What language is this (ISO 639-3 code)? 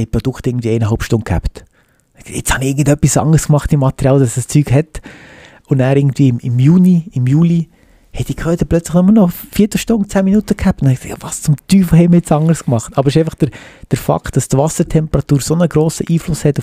gsw